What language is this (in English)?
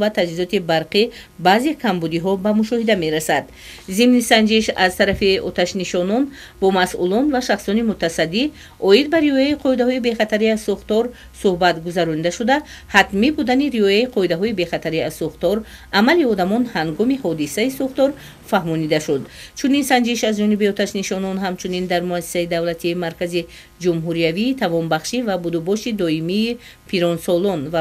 Tajik